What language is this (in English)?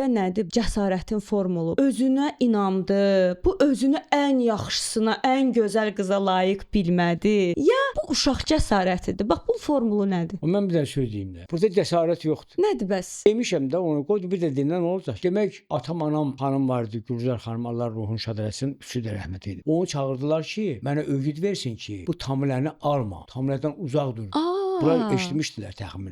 Azerbaijani